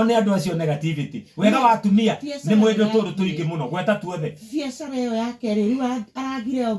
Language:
Kikuyu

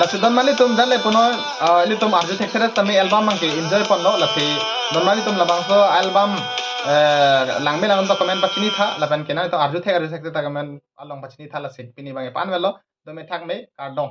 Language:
Karbi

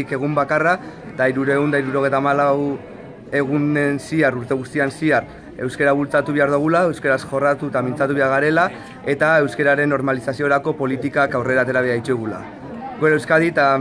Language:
Basque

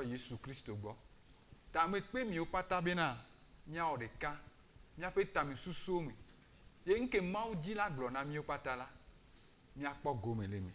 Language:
Ewe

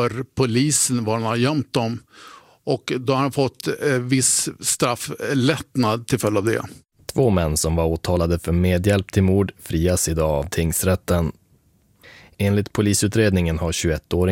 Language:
Swedish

